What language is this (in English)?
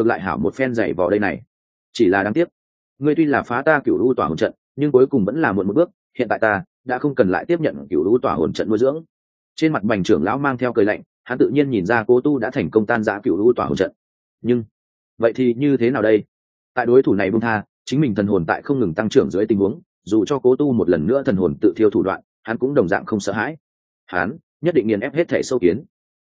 Vietnamese